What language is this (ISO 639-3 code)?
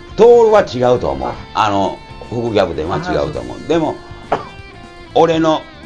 jpn